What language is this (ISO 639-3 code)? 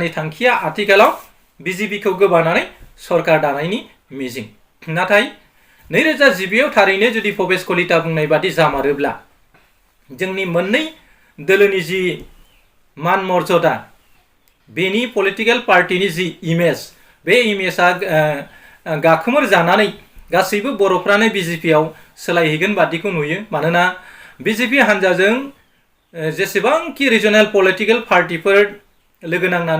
brx